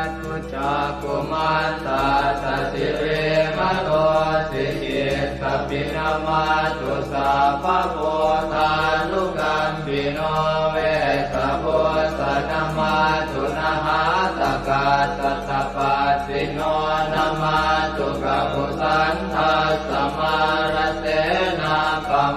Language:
Pali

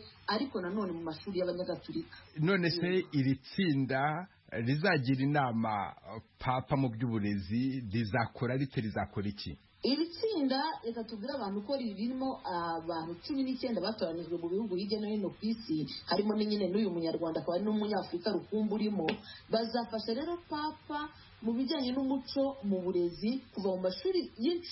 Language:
Kinyarwanda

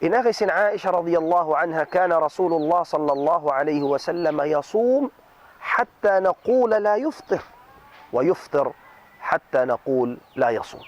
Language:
Tausug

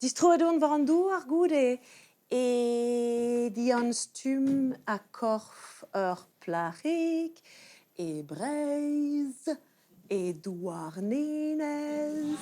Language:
Breton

